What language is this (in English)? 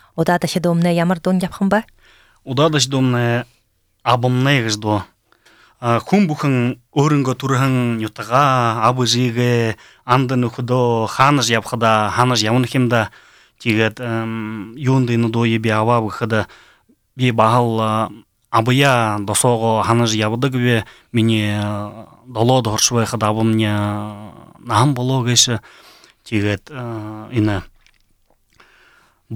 Buriat